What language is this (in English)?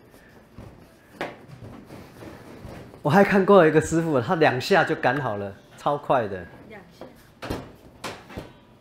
Chinese